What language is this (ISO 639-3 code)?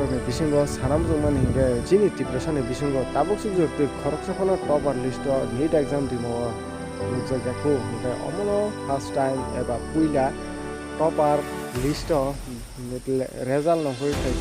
trp